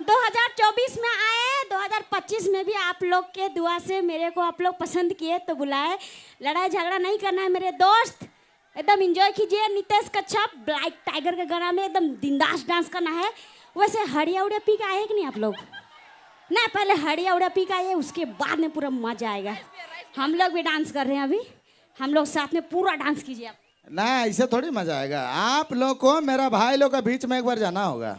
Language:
Sadri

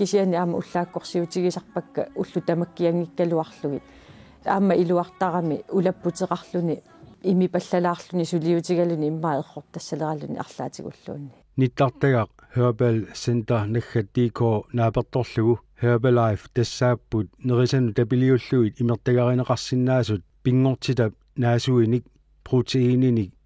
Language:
Kalaallisut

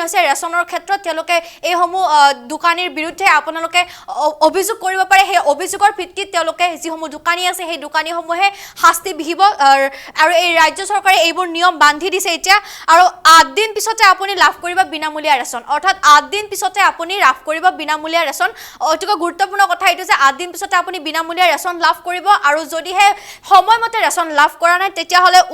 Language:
Assamese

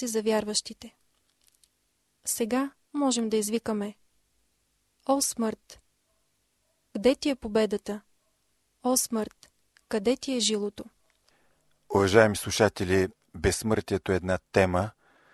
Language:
Bulgarian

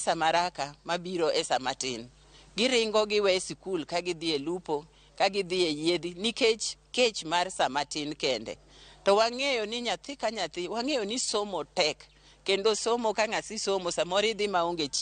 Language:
Luo (Kenya and Tanzania)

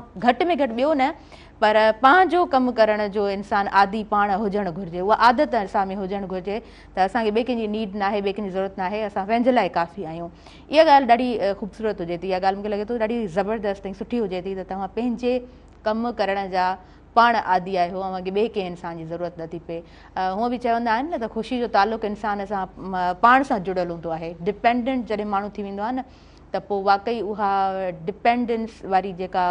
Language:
Sindhi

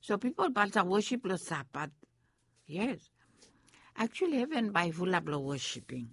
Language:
Bislama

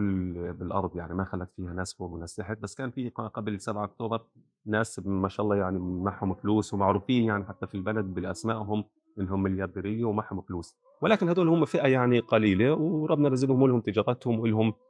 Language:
North Levantine Arabic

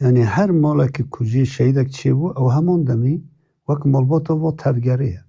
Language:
Kurdish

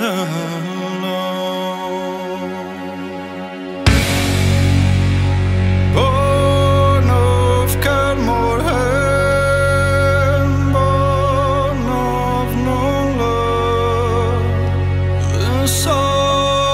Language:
English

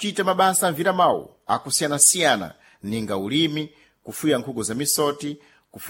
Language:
Sena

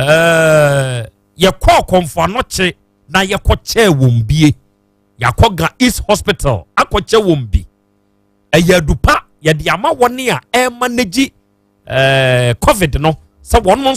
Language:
Akan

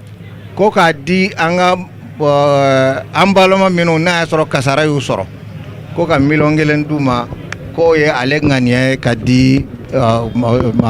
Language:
Bambara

